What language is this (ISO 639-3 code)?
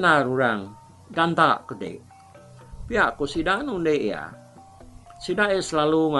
iba